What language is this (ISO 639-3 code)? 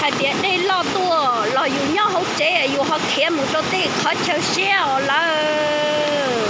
hmn